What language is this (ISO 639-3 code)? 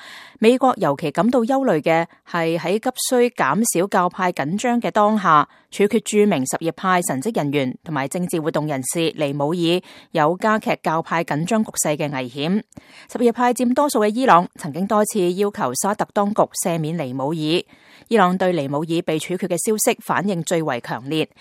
yue